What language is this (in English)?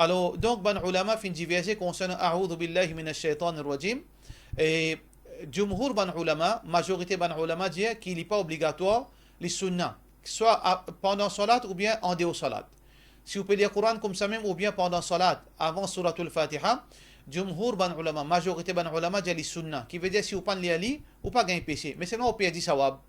Morisyen